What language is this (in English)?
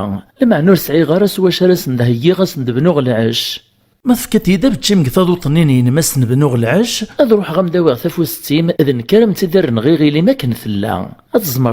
Kabyle